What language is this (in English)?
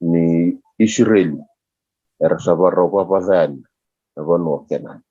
Fijian